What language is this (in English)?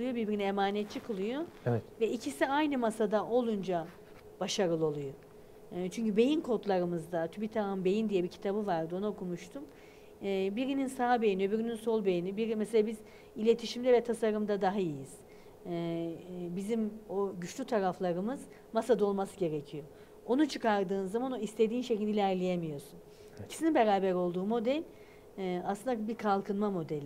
Turkish